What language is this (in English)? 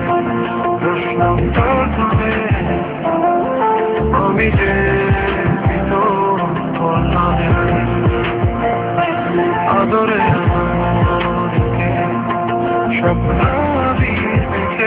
Bangla